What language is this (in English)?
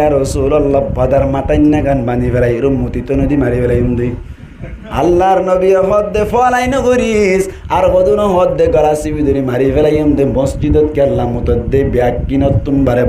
Rohingya